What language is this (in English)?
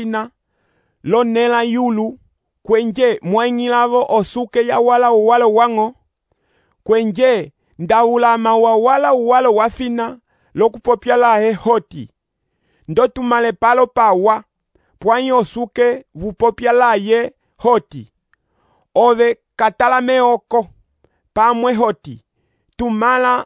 Umbundu